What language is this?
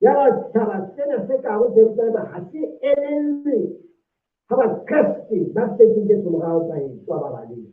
Southern Sotho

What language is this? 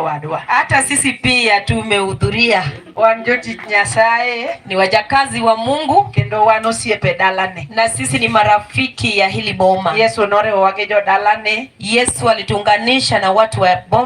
Luo (Kenya and Tanzania)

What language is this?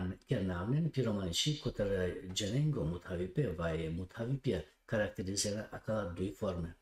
Balkan Romani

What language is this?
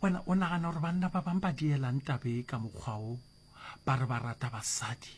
Northern Sotho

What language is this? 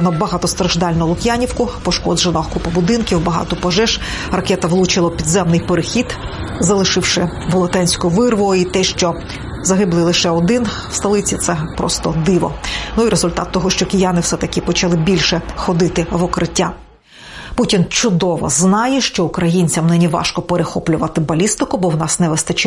Ukrainian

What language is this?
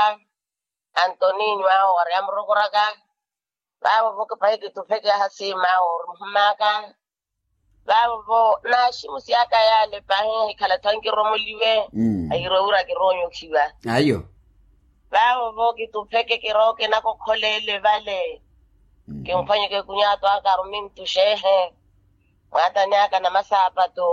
Makhuwa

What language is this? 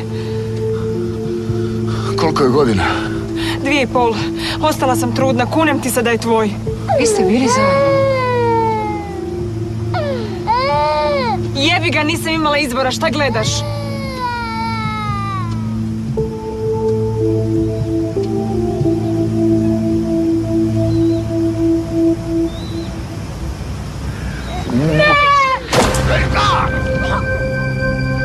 Croatian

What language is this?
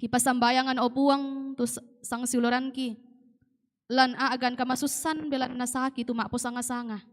Toraja-Sa'dan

